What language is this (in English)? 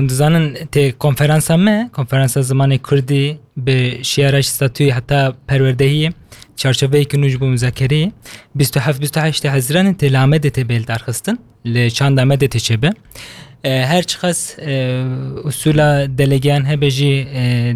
Kurdish